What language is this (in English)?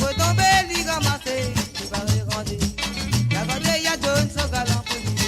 Morisyen